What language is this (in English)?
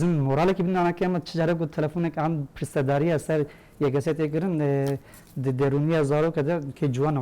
Kurdish